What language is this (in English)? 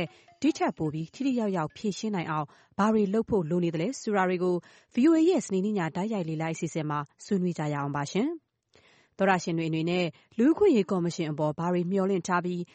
Burmese